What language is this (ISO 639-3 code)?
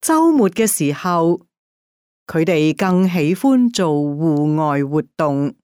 yue